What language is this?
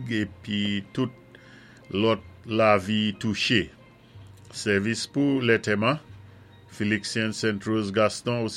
Saint Lucian Creole French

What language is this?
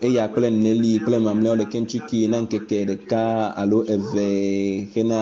Ewe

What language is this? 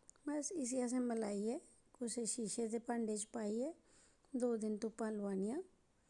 Dogri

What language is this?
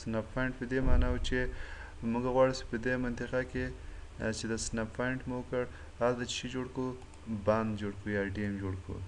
Pashto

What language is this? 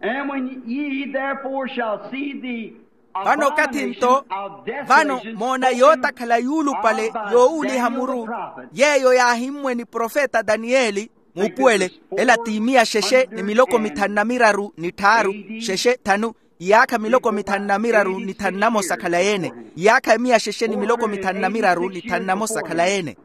Makhuwa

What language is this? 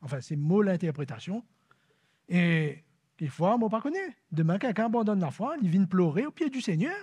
Morisyen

